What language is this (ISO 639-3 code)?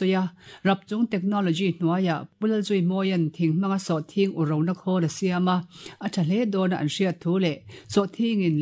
lus